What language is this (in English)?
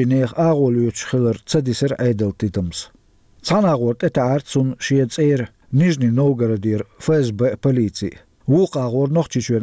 Chechen